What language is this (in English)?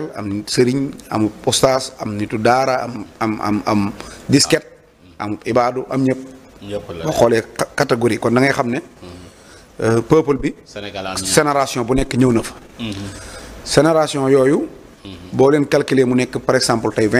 Wolof